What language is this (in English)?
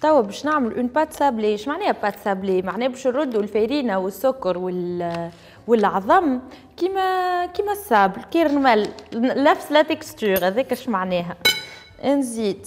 Tunisian Arabic